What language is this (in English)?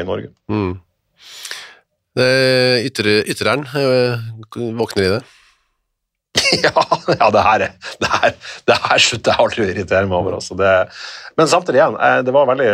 Norwegian